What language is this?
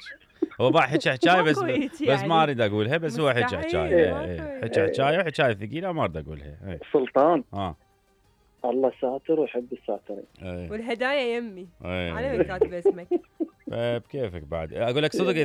Mesopotamian Arabic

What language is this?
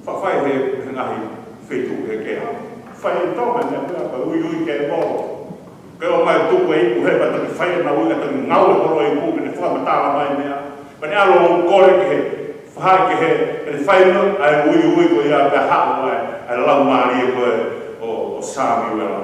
Tongan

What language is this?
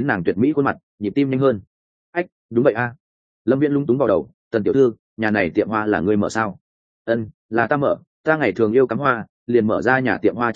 Vietnamese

